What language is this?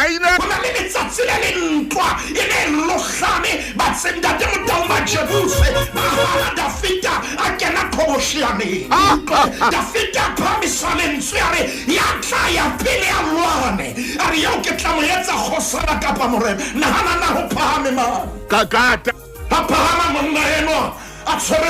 Southern Sotho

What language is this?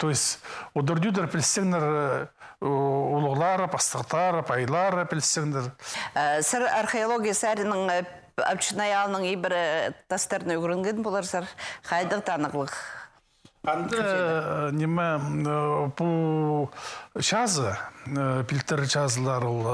Khakas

